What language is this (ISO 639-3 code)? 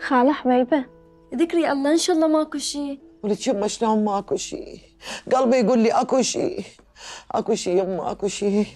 acm